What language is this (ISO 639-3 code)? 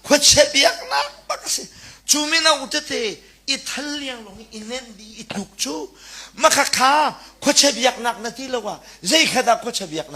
cnh